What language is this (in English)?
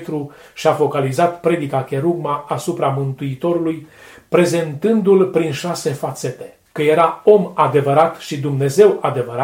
Romanian